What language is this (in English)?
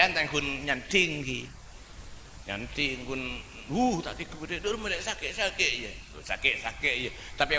Madurese